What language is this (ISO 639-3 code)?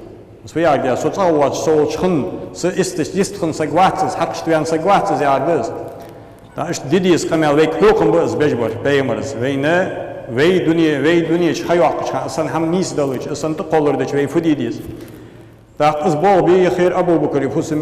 inh